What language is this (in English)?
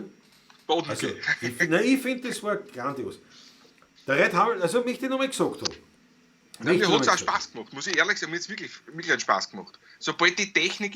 Bavarian